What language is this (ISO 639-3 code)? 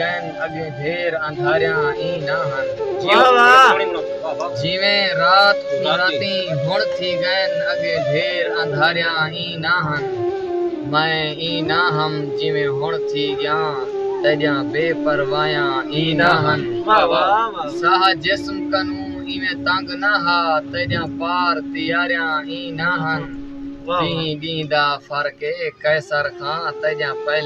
skr